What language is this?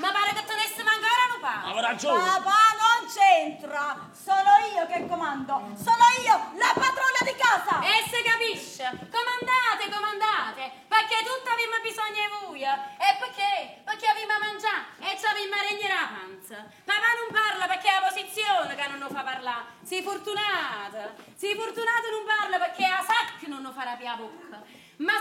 Neapolitan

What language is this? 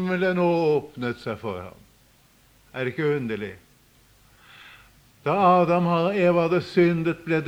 Norwegian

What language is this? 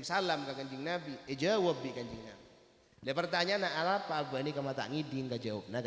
Madurese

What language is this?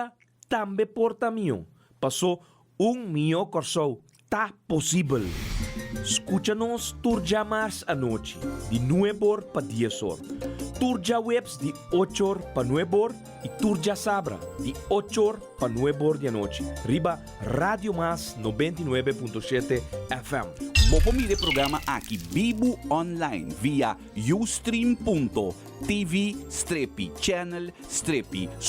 Papiamento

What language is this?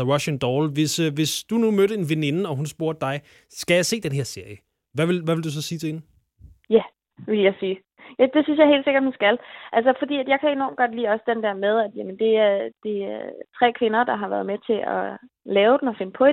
Danish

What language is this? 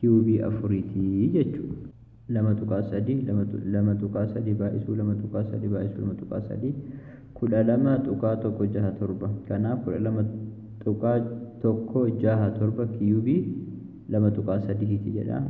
Oromo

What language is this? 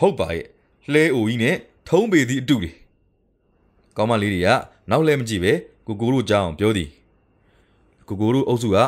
Burmese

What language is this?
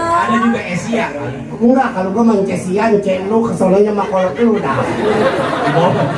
Betawi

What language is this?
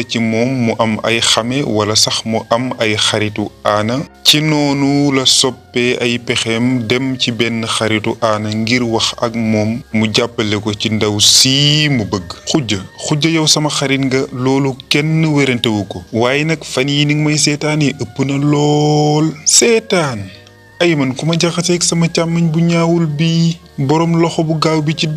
Wolof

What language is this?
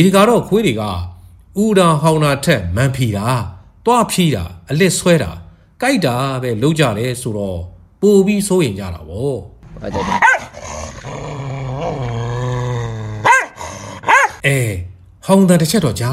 Burmese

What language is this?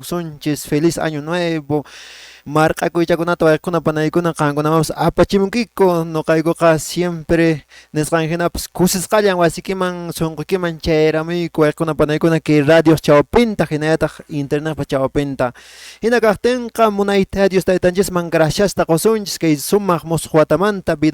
Quechua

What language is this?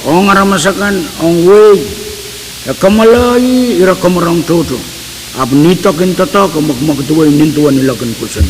Pohnpeian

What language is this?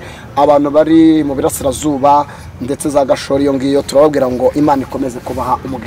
Kinyarwanda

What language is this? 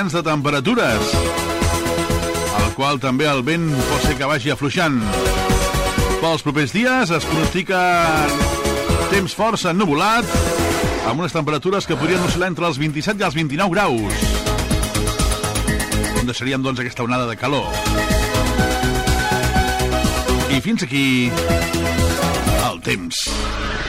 Catalan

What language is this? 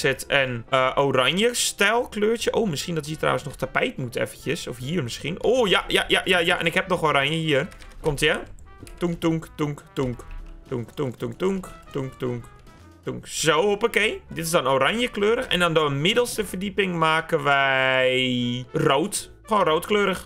Dutch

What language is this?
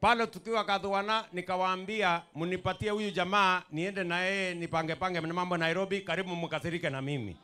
Meru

